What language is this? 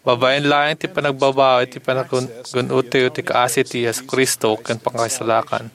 Iloko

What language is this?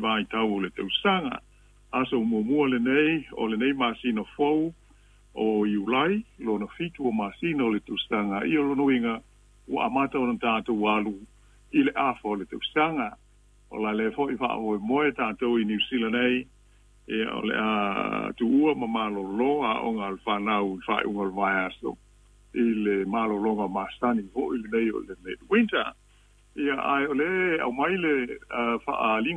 Samoan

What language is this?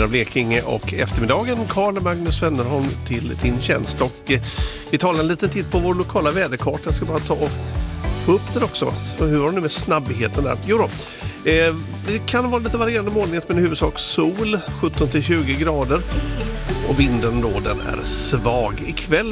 Swedish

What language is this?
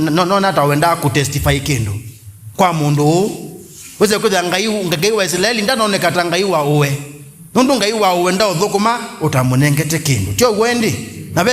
Kamba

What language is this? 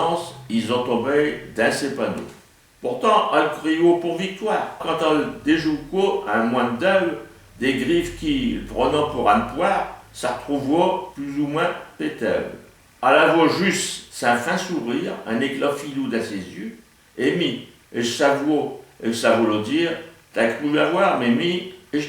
Picard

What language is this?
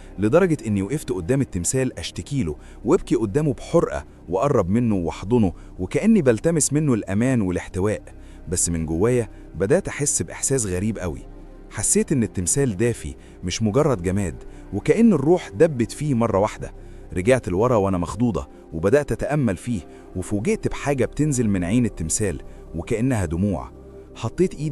Egyptian Arabic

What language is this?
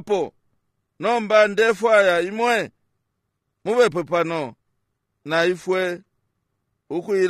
Bemba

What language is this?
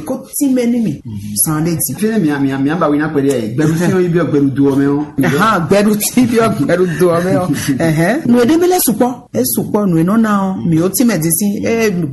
Fon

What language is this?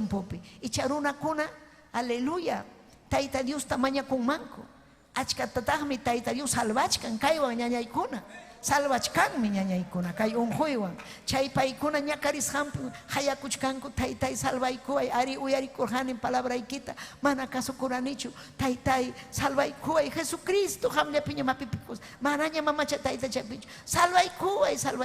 Ayacucho Quechua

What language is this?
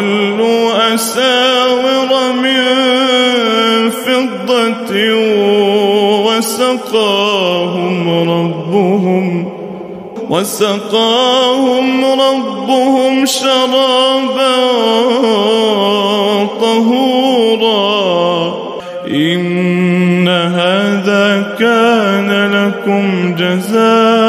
Arabic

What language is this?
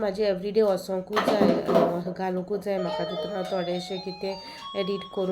Konkani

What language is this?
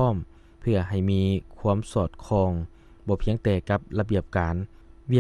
Lao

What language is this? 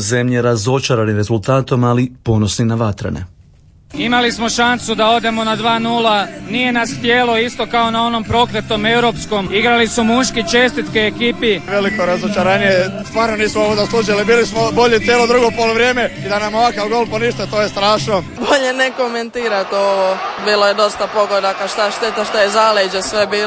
Croatian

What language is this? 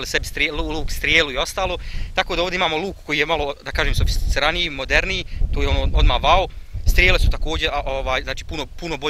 Bosnian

